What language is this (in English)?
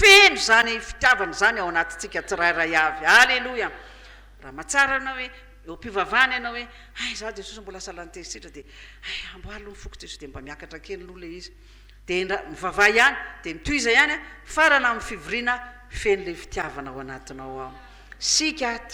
Malagasy